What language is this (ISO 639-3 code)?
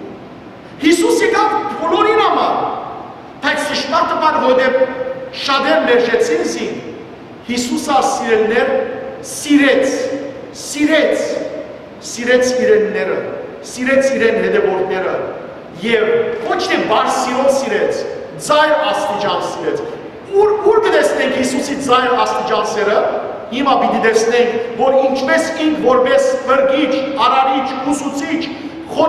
hyw